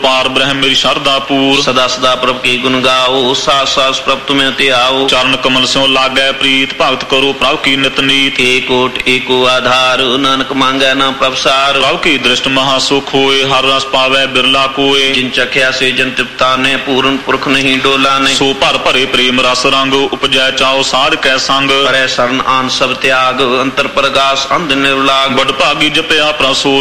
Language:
Punjabi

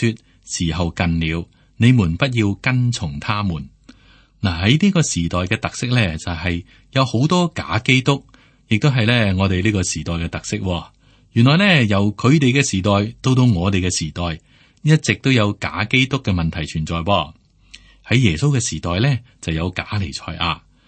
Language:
Cantonese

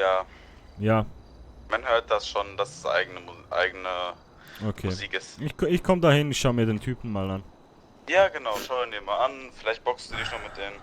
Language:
Swiss German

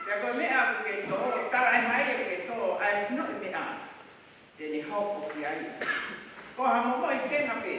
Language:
Tongan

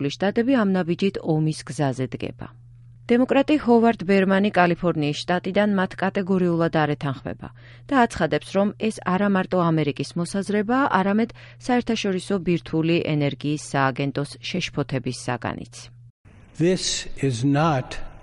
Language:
Georgian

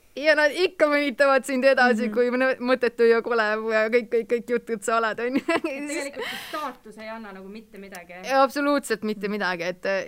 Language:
Estonian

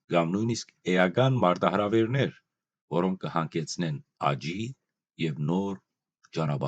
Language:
Western Armenian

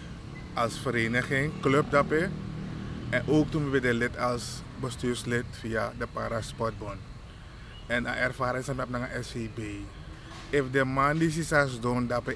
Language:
Sranan Tongo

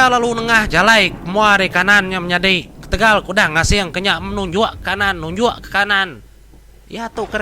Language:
Iban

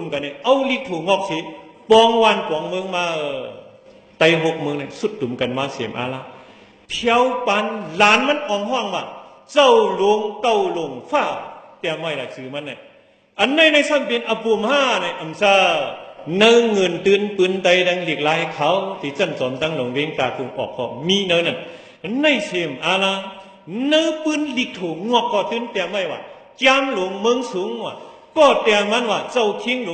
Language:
Shan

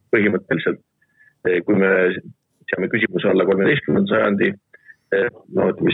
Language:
Estonian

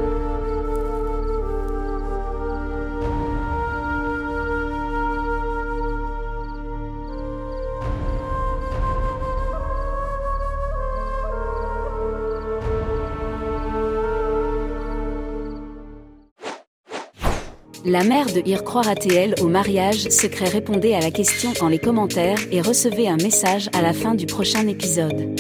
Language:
French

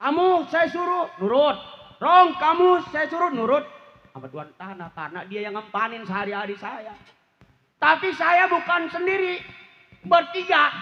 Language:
Betawi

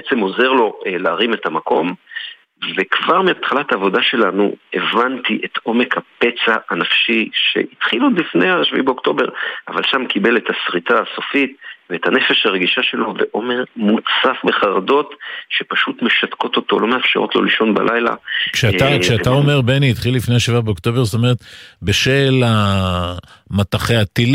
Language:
Hebrew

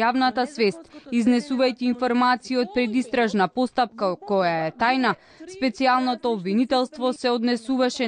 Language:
Macedonian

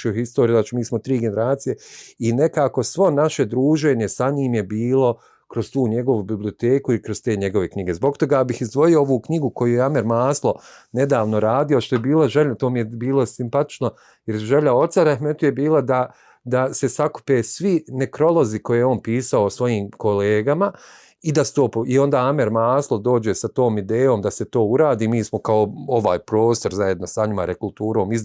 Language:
Bosnian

